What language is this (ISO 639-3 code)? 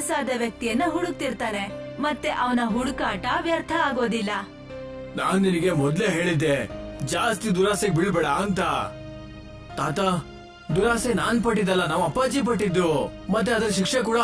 kan